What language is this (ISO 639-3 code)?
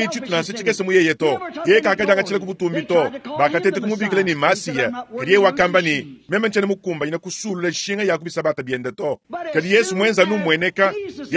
lua